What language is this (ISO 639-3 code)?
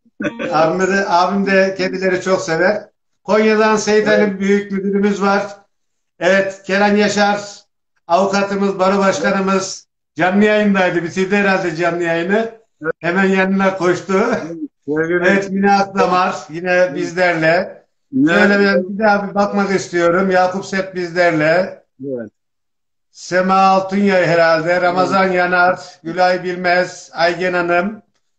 tur